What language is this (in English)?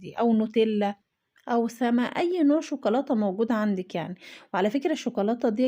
Egyptian Arabic